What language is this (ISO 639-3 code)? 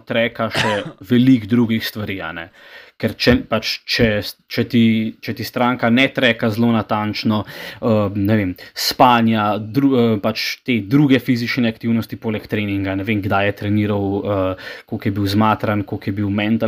slv